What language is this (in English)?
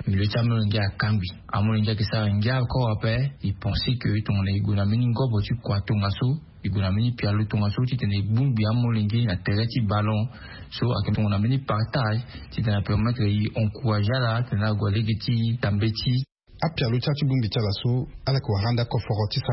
Sango